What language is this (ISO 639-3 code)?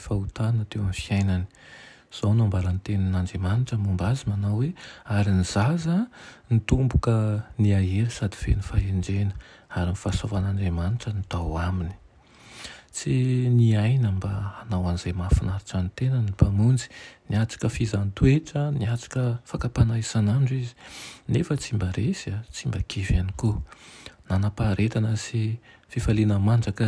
mlg